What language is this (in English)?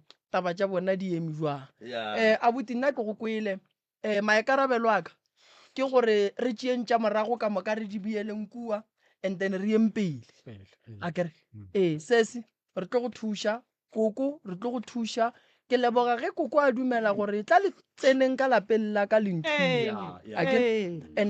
Northern Sotho